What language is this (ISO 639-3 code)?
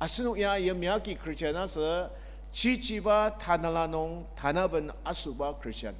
njo